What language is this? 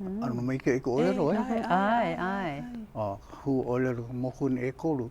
Hawaiian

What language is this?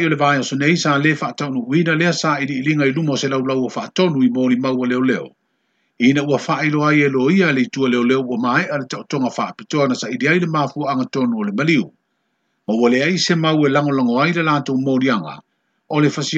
Samoan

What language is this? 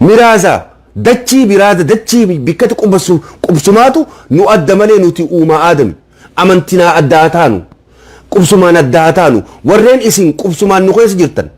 Oromo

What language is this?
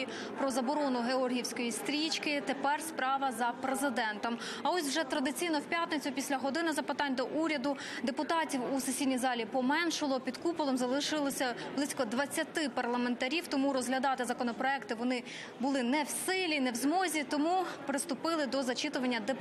Ukrainian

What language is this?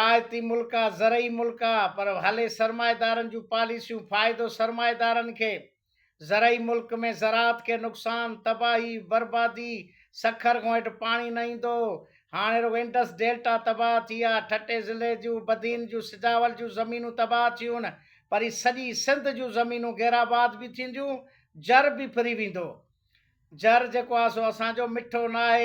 Sindhi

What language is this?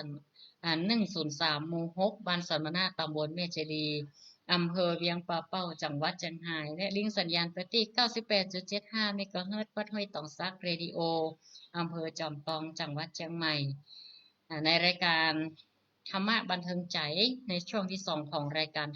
Northern Thai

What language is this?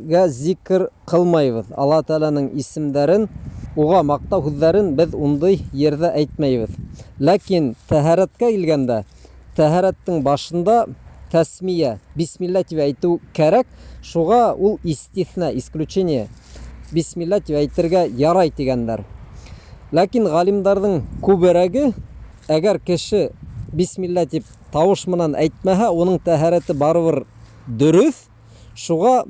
Bashkir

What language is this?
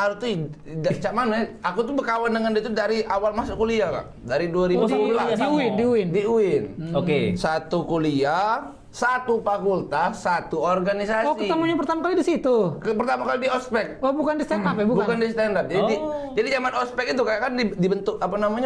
Musi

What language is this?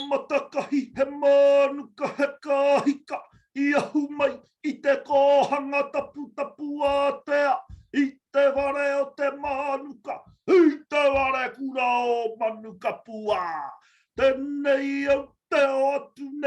Māori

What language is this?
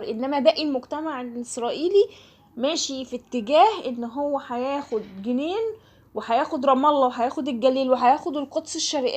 Egyptian Arabic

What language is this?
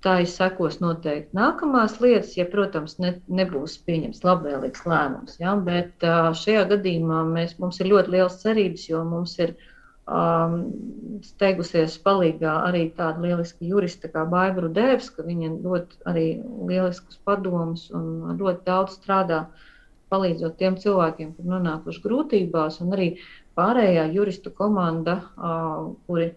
Latvian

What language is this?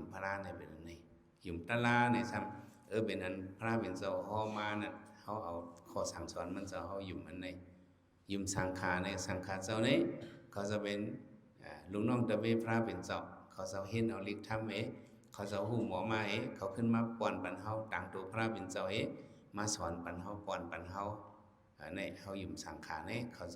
Shan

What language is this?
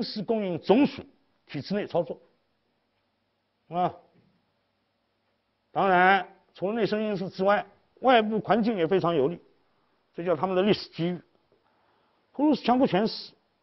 Chinese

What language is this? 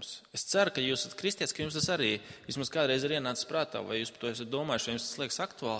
Latvian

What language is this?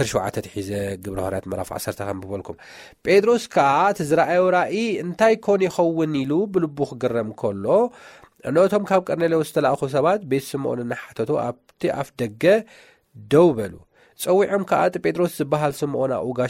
Tigrinya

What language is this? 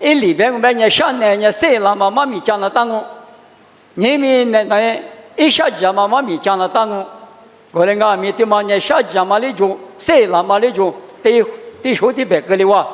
Lisu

